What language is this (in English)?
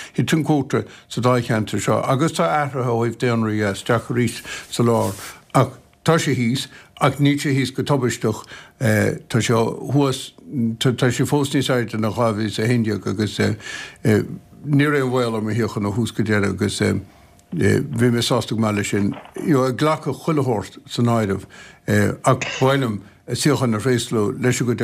Irish